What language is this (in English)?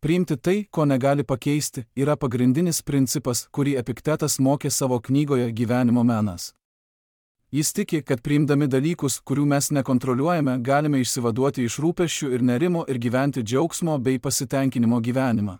Lithuanian